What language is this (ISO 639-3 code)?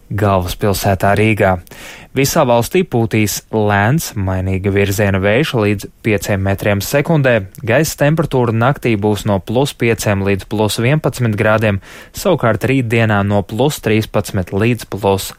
lav